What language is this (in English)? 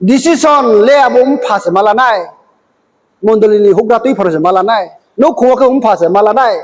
Riang (India)